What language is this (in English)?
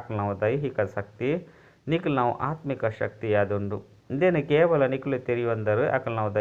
Tulu